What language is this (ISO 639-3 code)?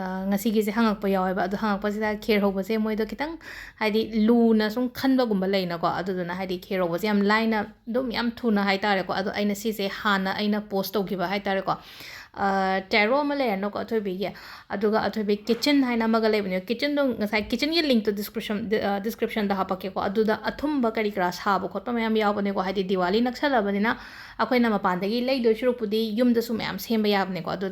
mni